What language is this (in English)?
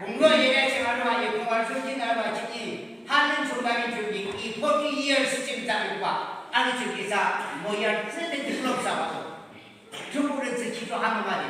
Yimchungru Naga